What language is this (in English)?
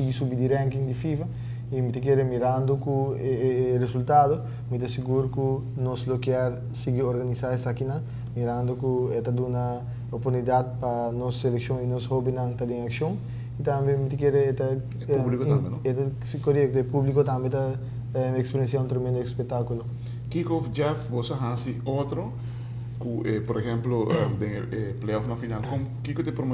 Papiamento